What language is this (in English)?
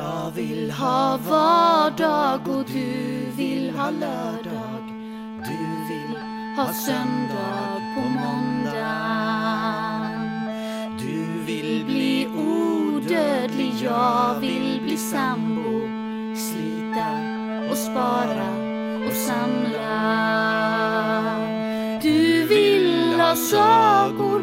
Swedish